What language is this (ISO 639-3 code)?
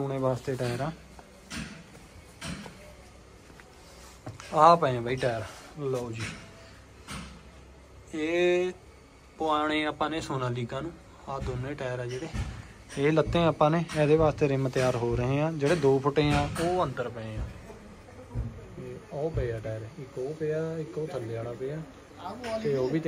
pan